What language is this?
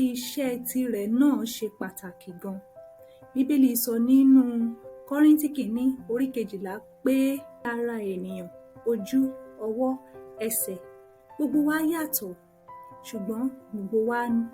Yoruba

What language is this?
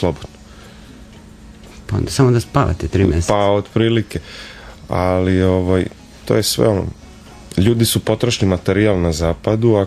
Serbian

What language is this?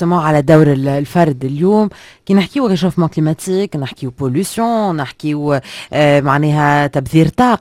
Tunisian Arabic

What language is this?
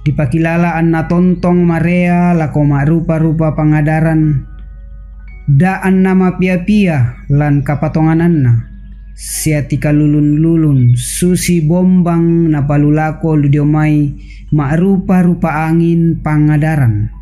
Toraja-Sa'dan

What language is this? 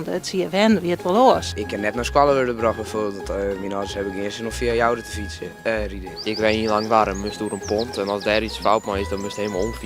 Western Frisian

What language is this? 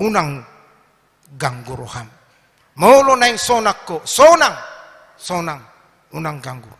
Batak Toba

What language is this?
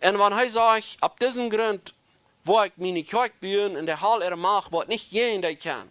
Plautdietsch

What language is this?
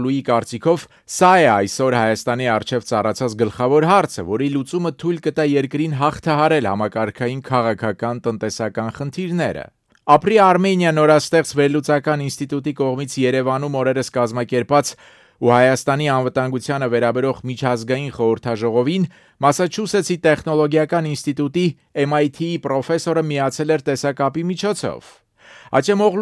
Armenian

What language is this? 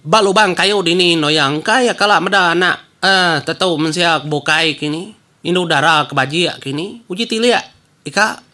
Iban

